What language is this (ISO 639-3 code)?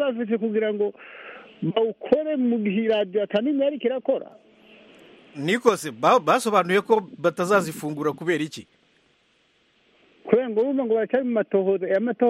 kin